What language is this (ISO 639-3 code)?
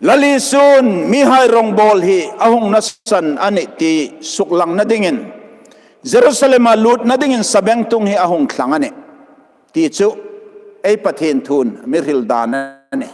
hmr